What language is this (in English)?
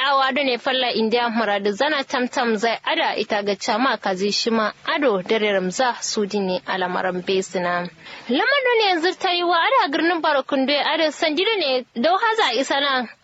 Kanuri